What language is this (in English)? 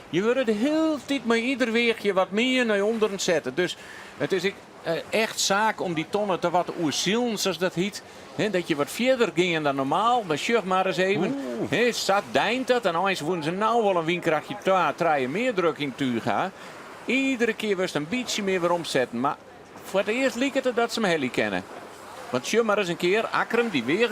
Western Frisian